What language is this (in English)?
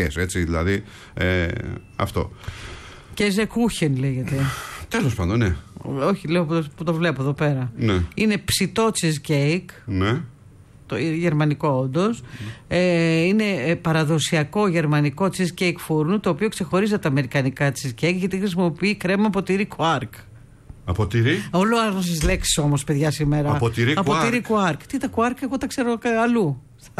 Greek